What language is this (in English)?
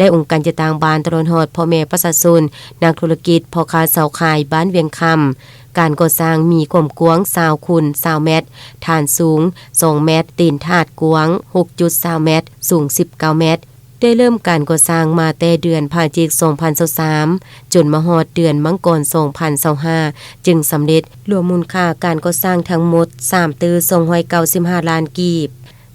Lao